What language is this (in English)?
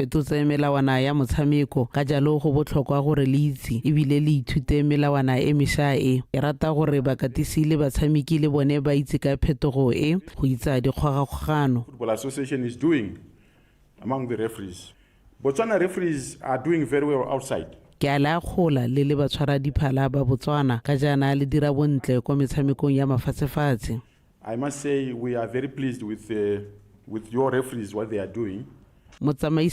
Tswana